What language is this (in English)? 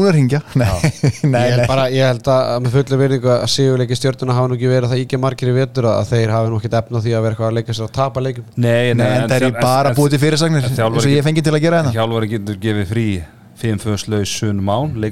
Icelandic